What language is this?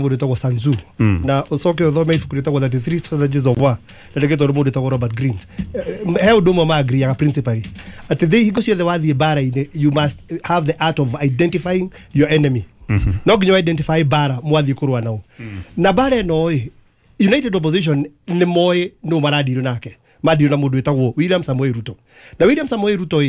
Kikuyu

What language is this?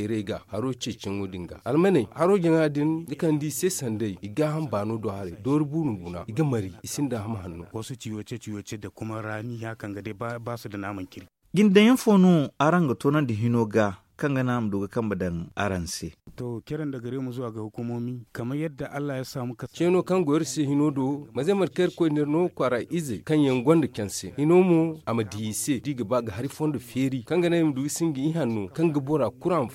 Zarma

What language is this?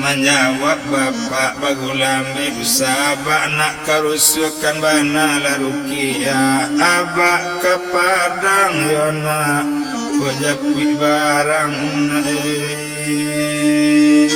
Minangkabau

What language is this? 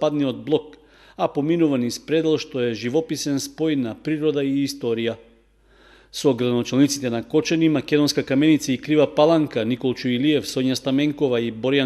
Macedonian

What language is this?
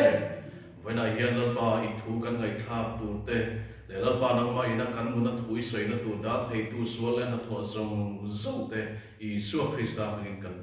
Mizo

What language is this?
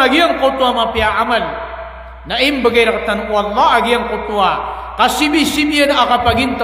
Maranao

